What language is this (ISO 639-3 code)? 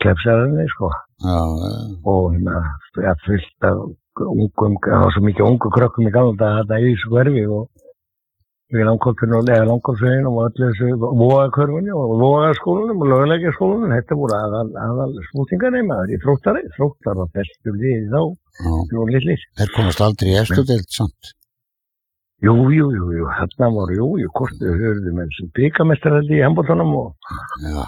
isl